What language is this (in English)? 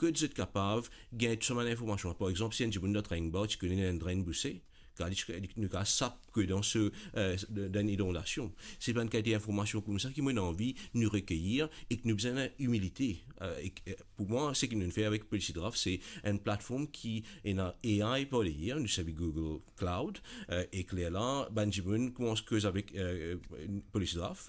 Morisyen